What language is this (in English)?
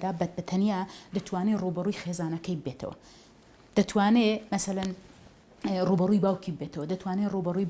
Central Kurdish